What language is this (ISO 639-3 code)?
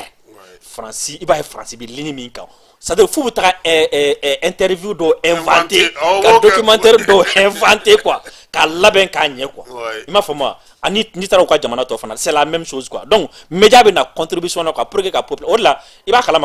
bam